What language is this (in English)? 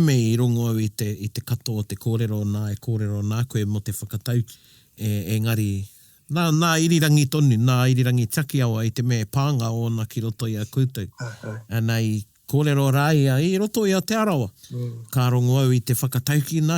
Māori